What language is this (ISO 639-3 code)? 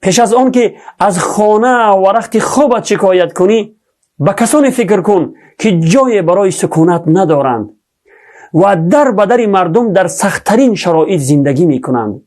tgk